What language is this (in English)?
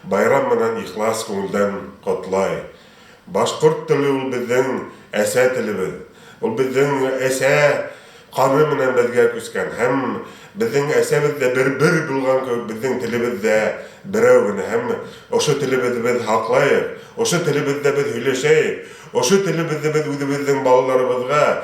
Bashkir